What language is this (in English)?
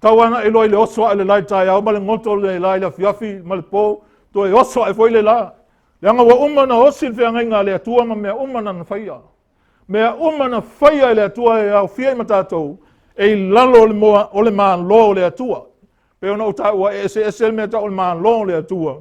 Samoan